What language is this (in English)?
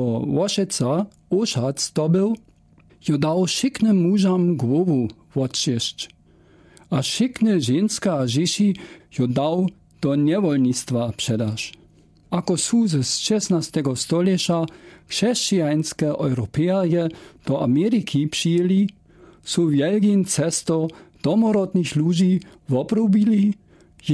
Lower Sorbian